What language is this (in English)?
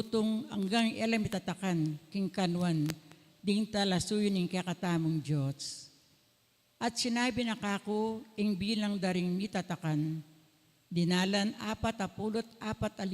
Pampanga